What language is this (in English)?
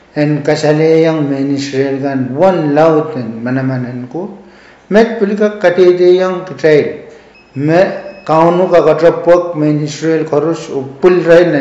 Pohnpeian